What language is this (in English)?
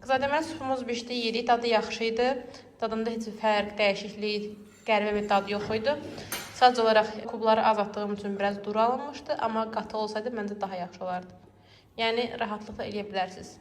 Azerbaijani